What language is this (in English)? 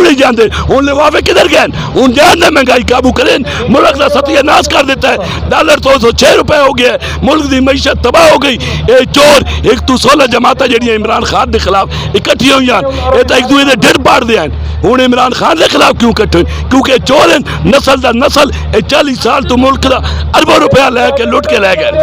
Saraiki